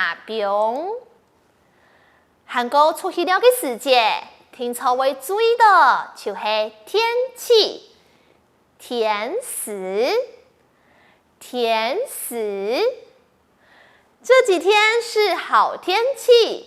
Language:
Hakka Chinese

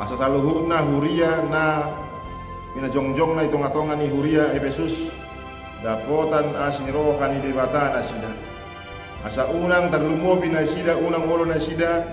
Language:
Batak Toba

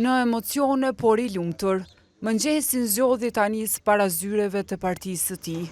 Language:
Albanian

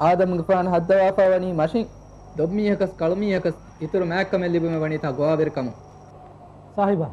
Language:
Divehi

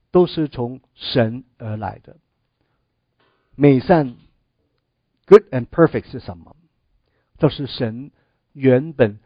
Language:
Chinese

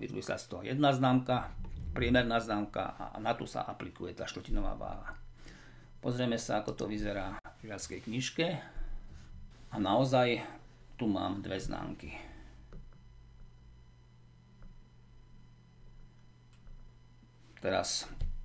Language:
Slovak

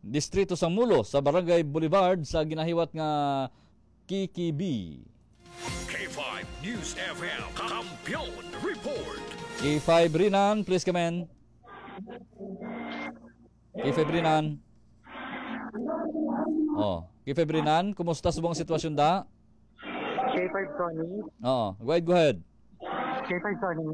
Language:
Hiligaynon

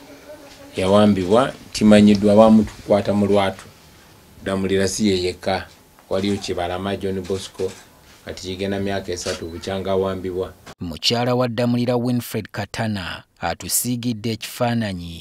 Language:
Ganda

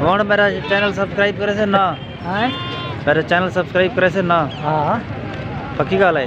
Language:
Saraiki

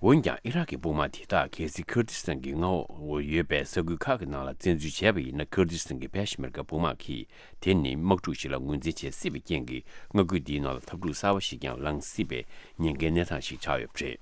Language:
Tibetan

